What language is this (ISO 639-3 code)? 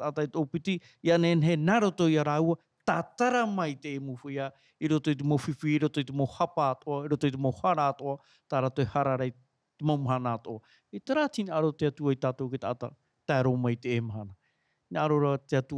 tah